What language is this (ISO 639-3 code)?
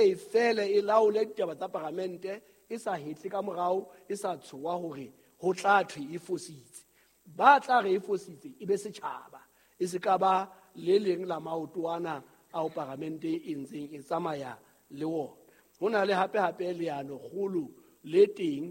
sot